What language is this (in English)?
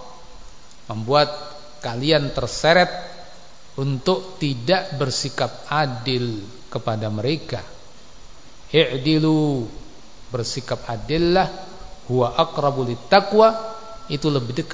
Indonesian